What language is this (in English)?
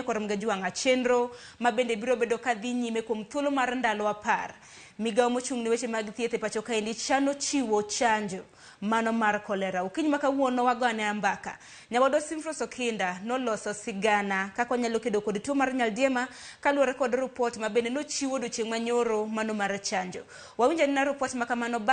Luo (Kenya and Tanzania)